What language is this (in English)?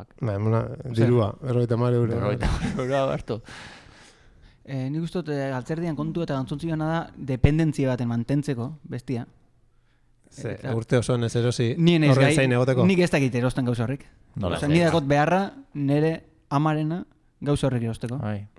Basque